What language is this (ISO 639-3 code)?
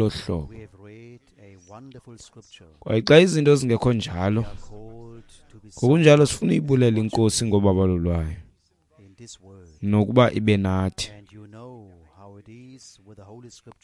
xho